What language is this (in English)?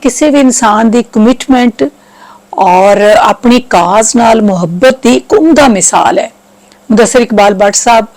Western Panjabi